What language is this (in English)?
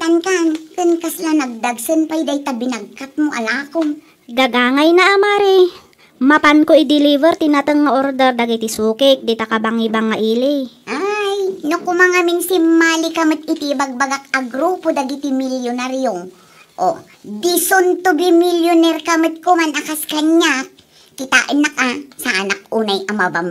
Iloko